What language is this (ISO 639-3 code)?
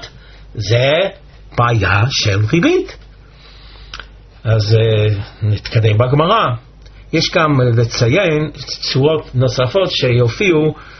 heb